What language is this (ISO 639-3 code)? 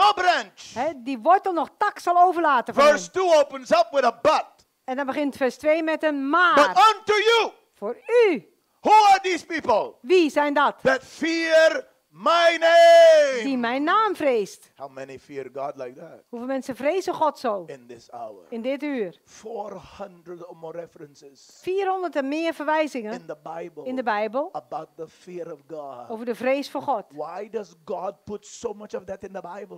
nld